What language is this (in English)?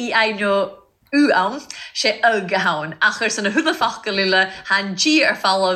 Irish